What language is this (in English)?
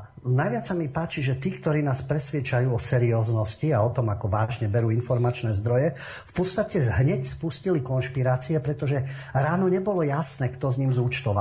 Slovak